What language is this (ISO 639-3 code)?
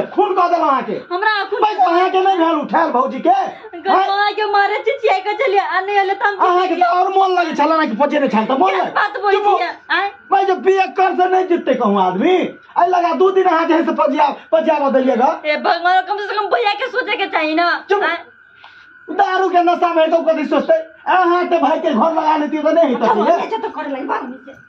mai